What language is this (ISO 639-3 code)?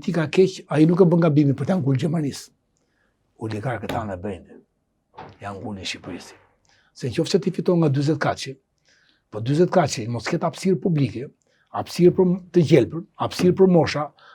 sqi